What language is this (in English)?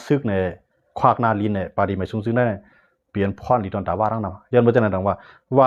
Shan